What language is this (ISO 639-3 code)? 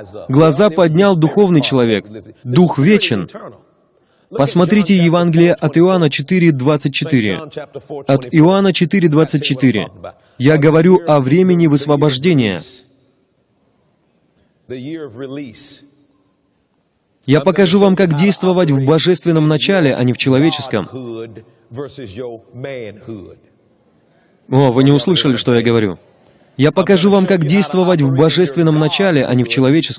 rus